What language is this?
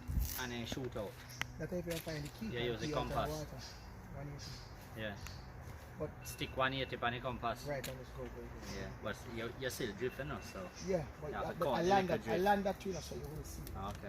Jamaican Creole English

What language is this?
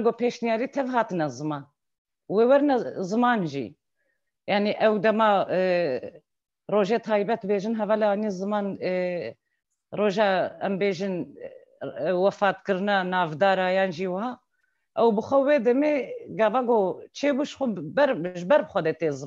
Kurdish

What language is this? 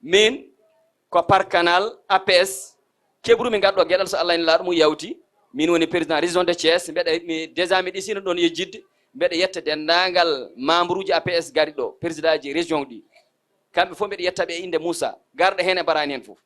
Fula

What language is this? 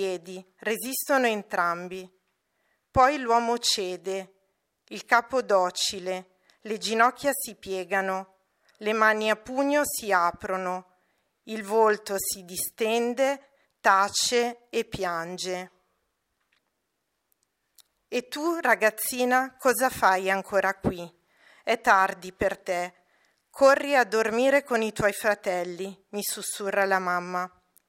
Italian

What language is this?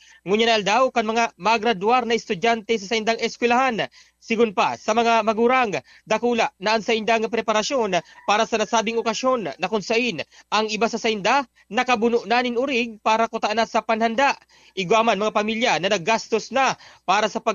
Bikol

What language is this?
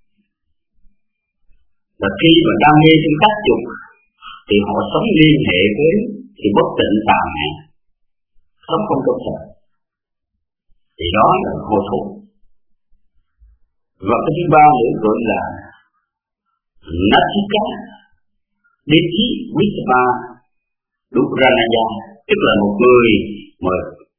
Vietnamese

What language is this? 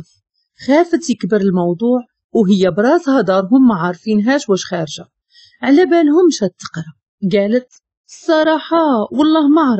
Moroccan Arabic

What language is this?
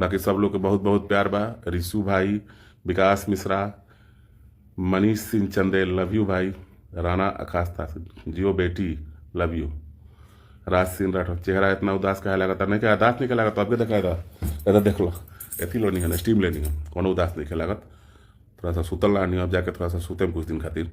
Bhojpuri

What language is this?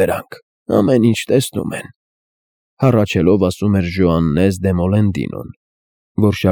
Armenian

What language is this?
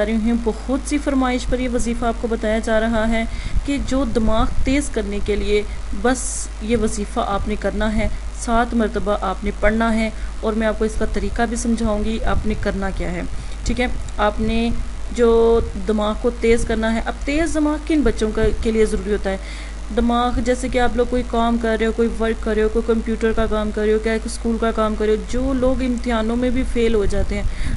Urdu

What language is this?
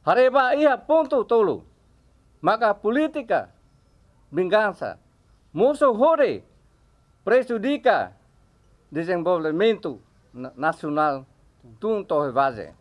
Tetum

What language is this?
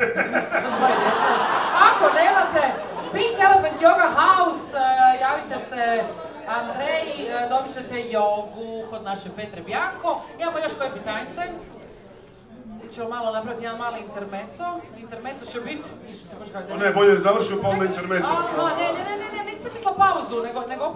Croatian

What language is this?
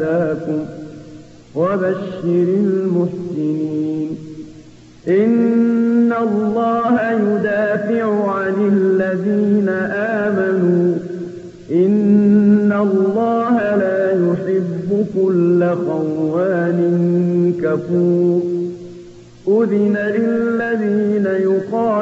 Arabic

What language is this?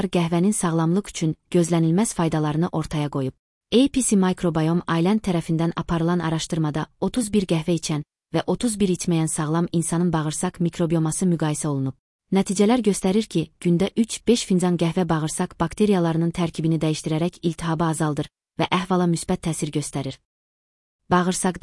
Azerbaijani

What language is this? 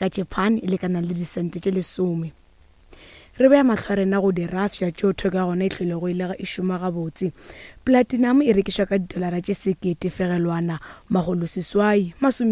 Northern Sotho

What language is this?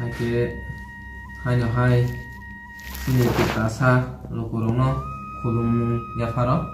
Kok Borok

